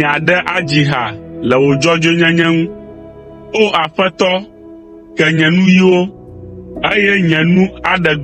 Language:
Ewe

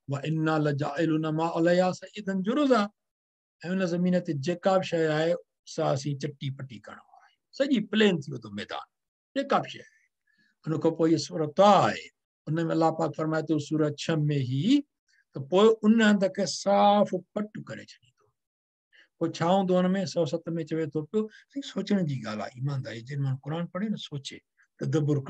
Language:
Sindhi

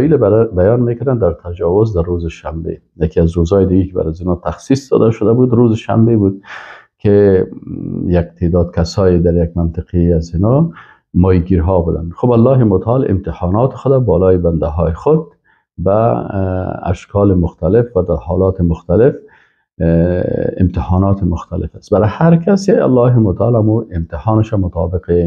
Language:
Persian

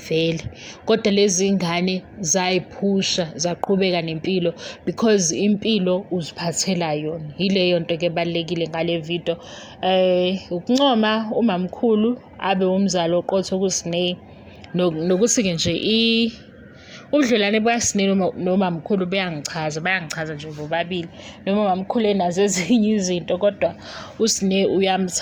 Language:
Zulu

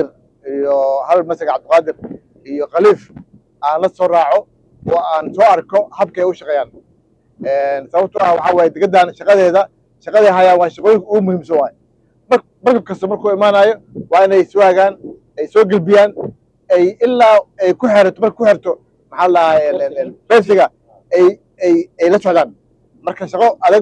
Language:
Somali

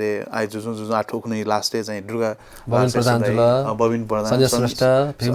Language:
Newari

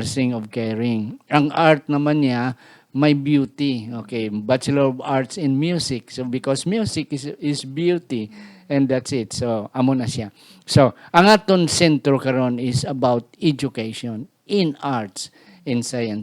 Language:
Hiligaynon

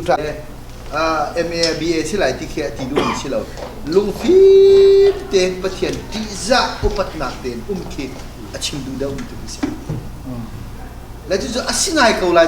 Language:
Hakha Chin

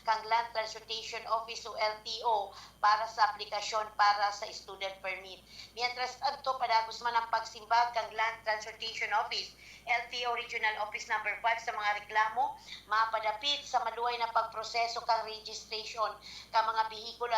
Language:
Bikol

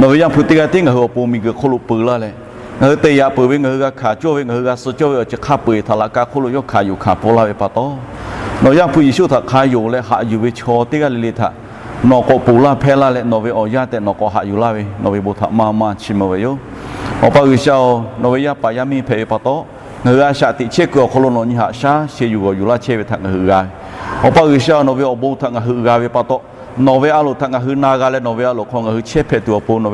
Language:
Lahu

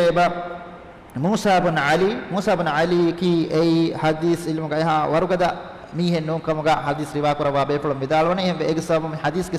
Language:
Divehi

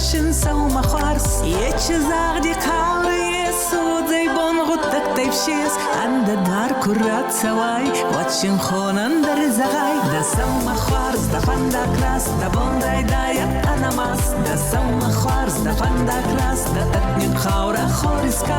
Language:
Ossetic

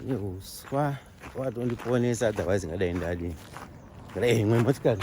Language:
Shona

